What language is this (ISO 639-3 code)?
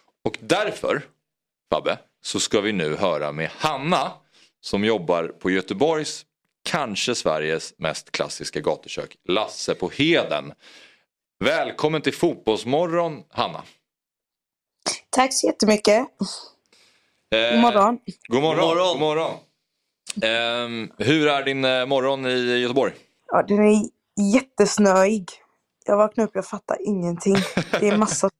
swe